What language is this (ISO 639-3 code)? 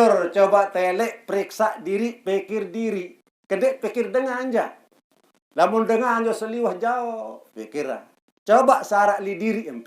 sas